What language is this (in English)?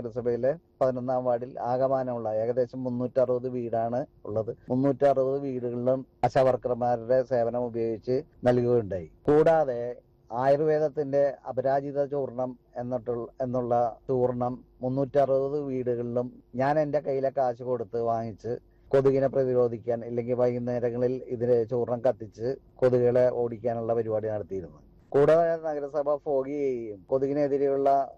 Malayalam